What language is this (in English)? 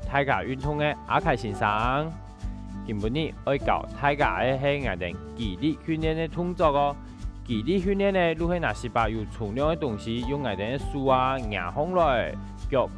Hakka Chinese